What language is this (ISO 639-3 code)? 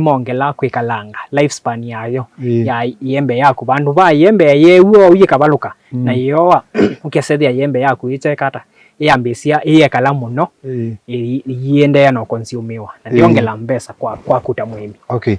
kam